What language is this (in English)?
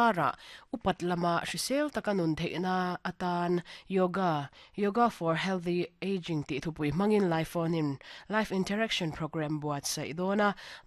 Mizo